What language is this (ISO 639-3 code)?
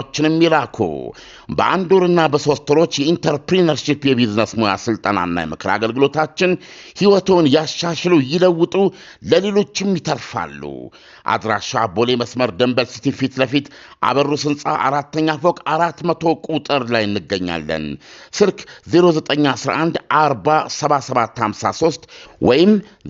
amh